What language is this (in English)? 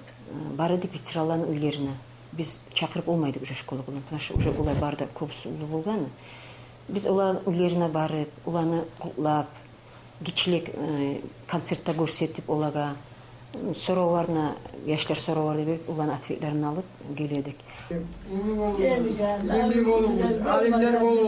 Kumyk